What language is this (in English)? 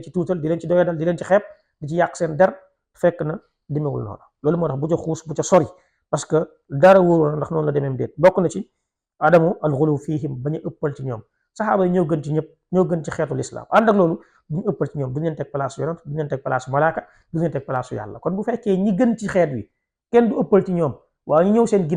Wolof